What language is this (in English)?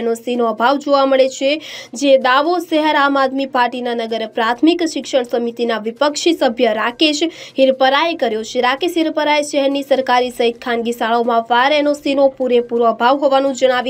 Gujarati